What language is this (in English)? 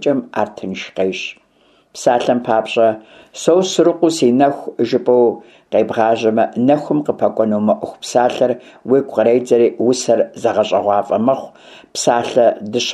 Kabardian